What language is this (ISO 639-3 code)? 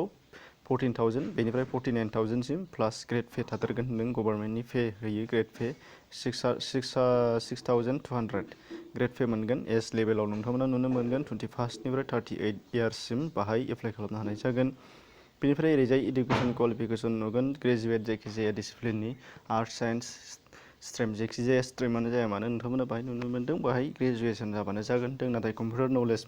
brx